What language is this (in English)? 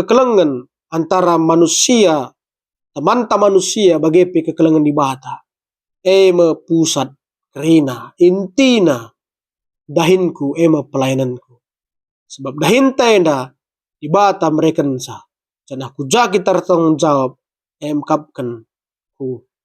Batak Karo